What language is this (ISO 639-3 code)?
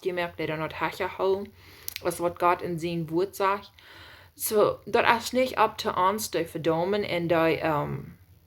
pdt